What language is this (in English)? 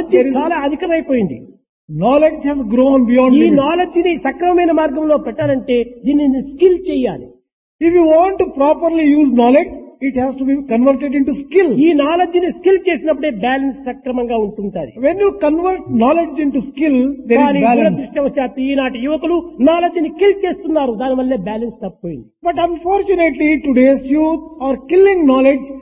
Telugu